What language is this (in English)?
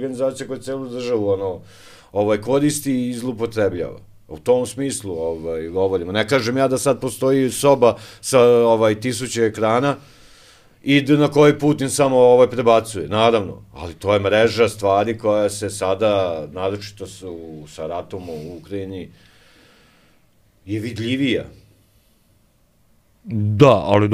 Serbian